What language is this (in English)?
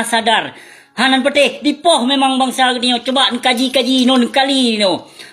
Achinese